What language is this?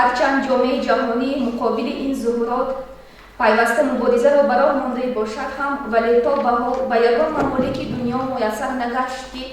Tajik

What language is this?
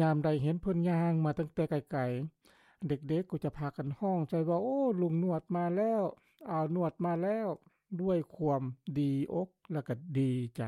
Lao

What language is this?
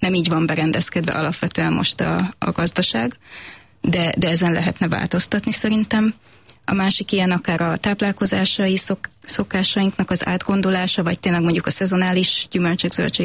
Hungarian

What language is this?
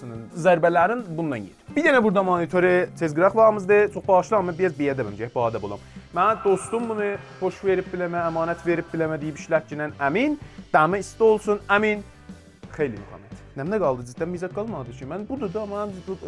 South Azerbaijani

